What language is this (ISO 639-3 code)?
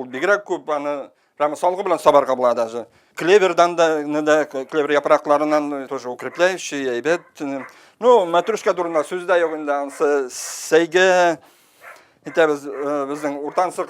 bak